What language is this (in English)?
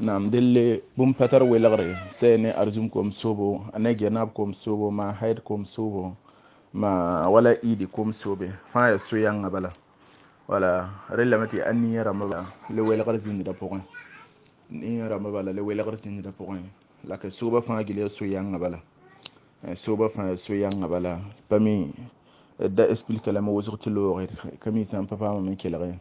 Mossi